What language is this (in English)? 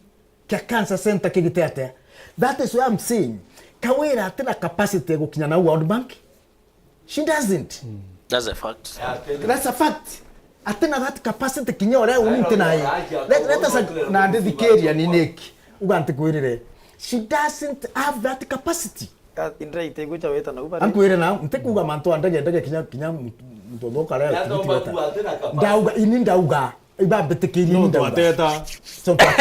Meru